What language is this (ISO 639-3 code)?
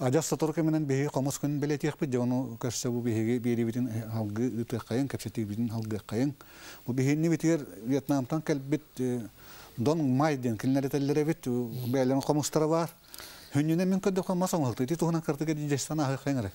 sah